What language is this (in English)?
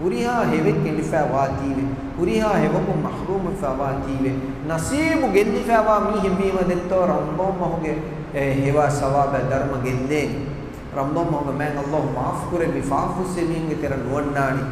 Divehi